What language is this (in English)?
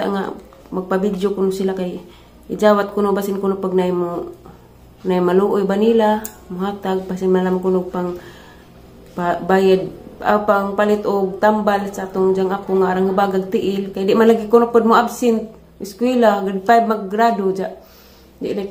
Cebuano